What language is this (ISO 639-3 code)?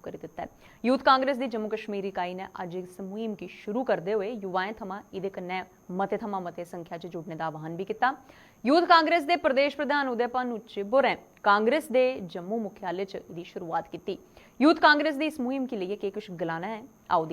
doi